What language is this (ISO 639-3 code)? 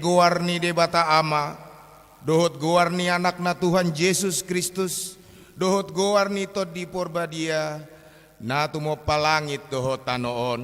bbc